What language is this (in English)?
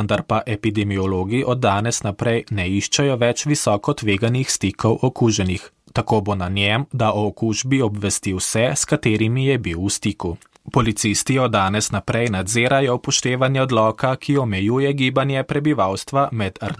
Slovenian